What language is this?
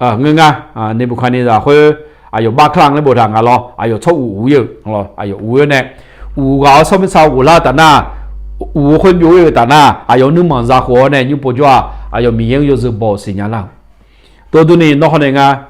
Akha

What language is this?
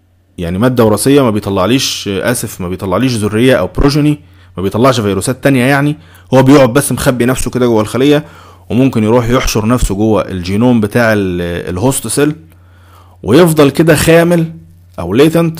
Egyptian Arabic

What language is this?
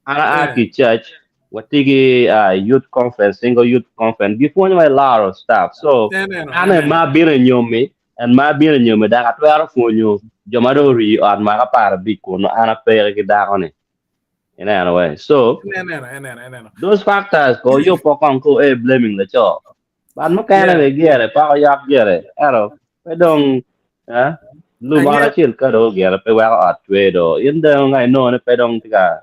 Acoli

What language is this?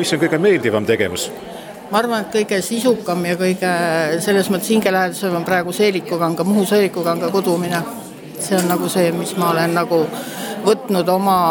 Estonian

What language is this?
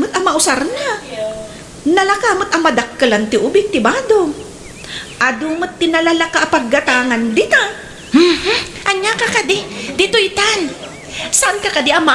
Iloko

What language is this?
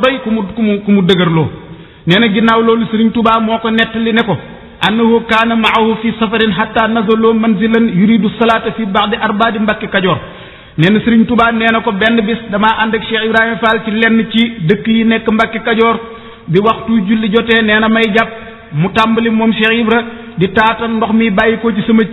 Wolof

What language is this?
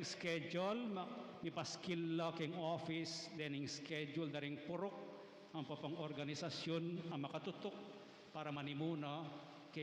Pampanga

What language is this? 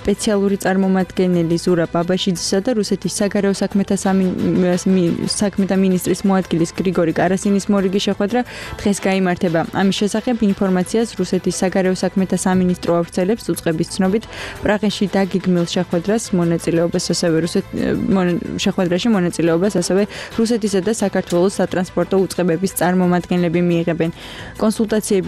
Georgian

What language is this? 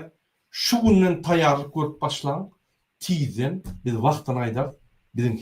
Turkmen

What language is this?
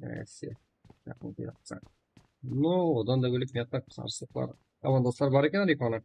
Kara-Kalpak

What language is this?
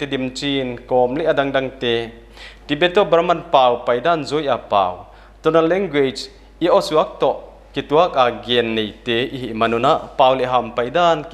Paite Chin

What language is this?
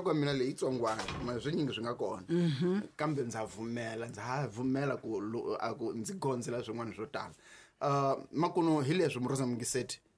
Tsonga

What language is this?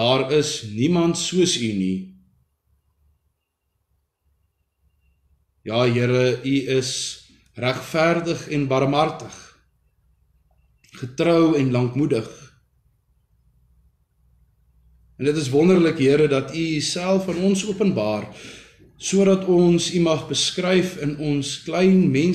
Afrikaans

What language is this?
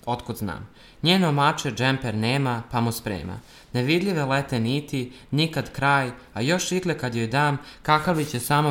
Serbian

